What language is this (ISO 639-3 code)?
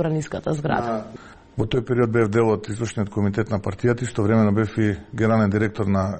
mkd